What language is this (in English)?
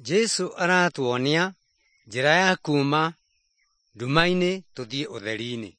Kikuyu